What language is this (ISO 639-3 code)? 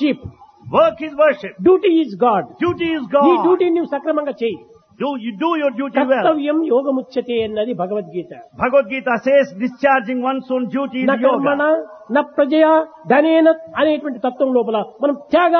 tel